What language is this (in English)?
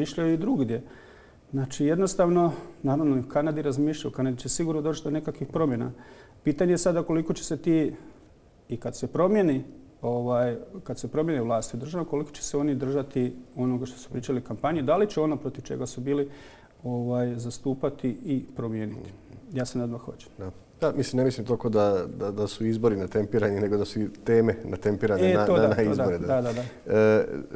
Croatian